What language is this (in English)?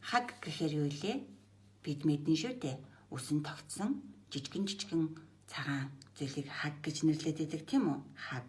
Mongolian